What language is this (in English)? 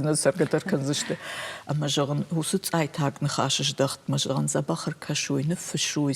Ossetic